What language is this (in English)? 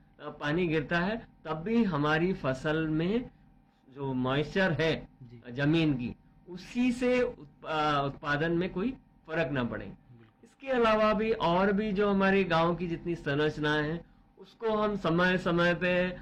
Hindi